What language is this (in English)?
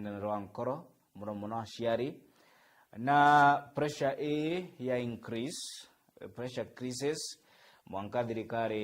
Meru